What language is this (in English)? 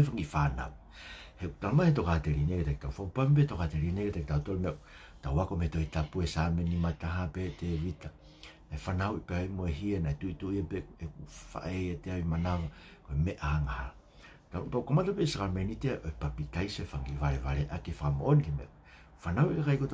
Tongan